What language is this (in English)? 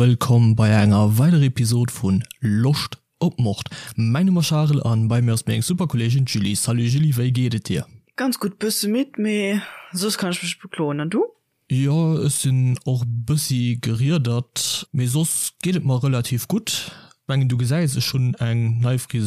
Luxembourgish